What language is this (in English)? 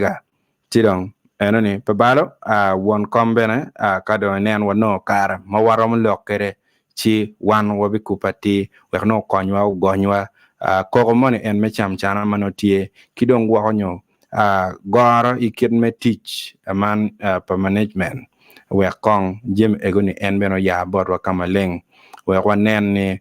Acoli